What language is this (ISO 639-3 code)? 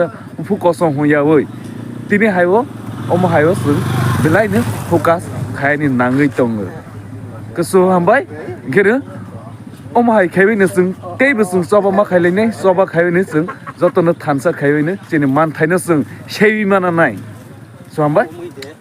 trp